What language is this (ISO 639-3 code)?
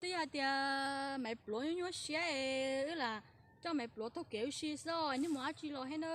hmn